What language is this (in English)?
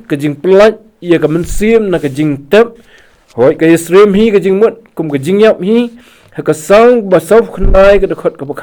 Khasi